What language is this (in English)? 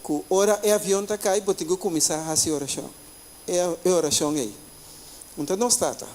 Papiamento